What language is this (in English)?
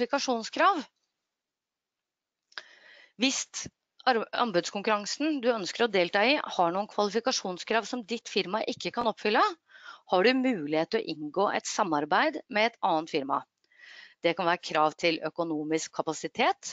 Norwegian